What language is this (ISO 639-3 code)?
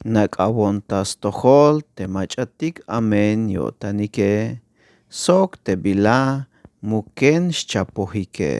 tzh